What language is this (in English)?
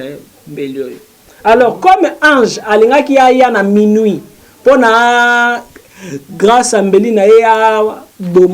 Lingala